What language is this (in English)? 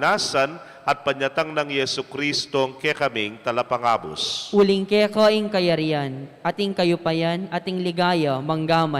Pampanga